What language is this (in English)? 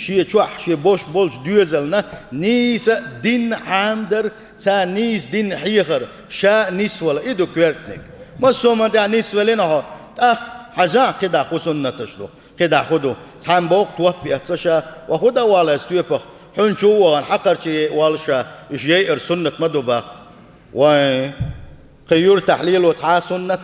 Chechen